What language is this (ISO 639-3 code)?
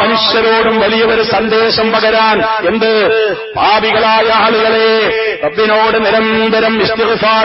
mal